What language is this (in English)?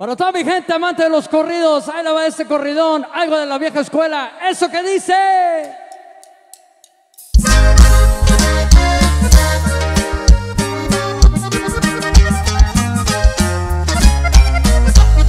Spanish